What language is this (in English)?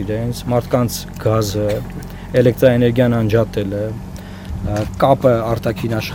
Armenian